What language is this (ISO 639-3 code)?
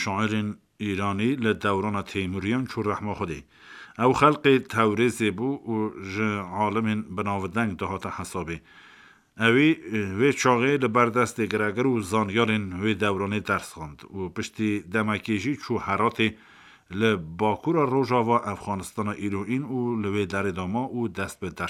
kur